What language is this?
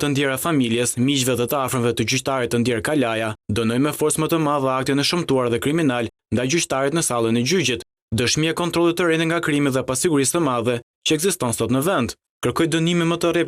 Albanian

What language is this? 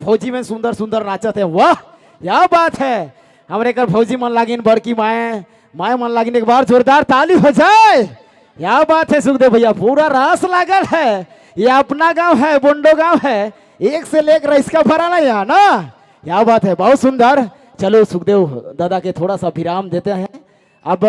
Sadri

